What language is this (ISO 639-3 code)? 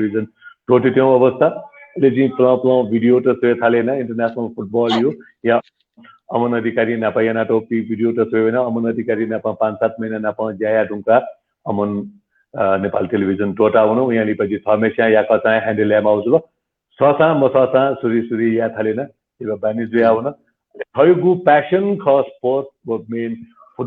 new